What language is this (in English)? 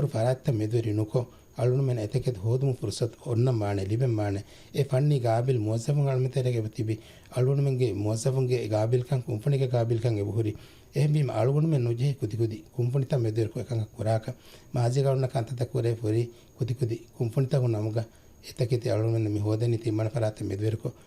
Divehi